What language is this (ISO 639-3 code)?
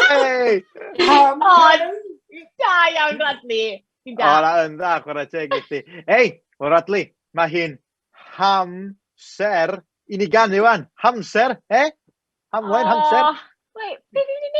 cym